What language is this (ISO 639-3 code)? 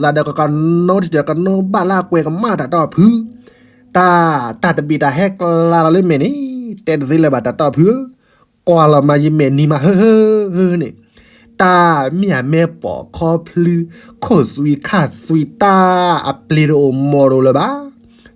ksw